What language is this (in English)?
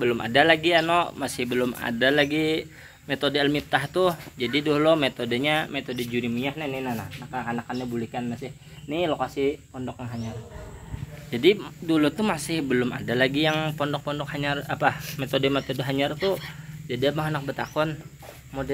Banjar